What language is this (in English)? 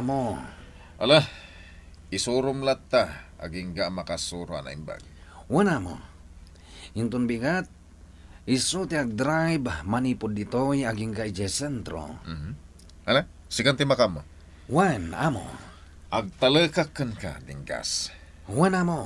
Iloko